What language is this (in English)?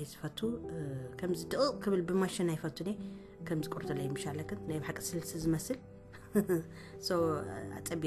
Tigrinya